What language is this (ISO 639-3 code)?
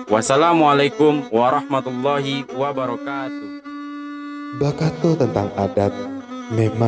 min